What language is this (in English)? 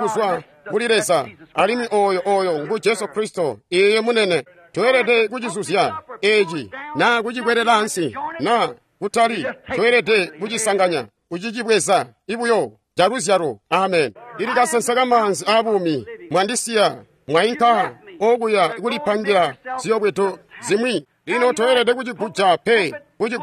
Tonga (Zambia)